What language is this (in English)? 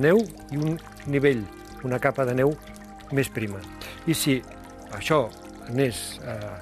Catalan